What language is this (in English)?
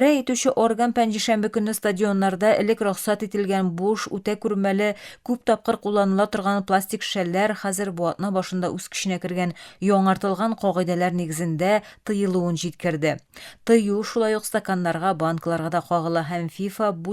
Tatar